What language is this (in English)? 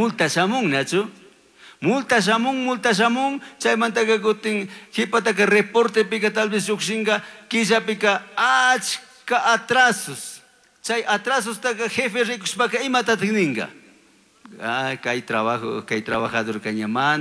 Chimborazo Highland Quichua